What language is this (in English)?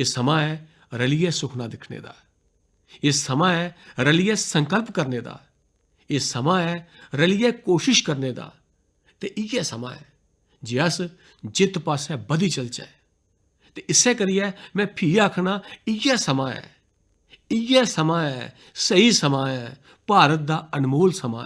Dogri